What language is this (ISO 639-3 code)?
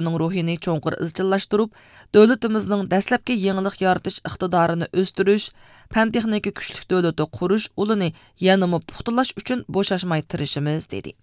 uig